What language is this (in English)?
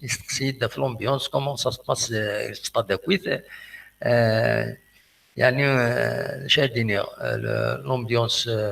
Kabyle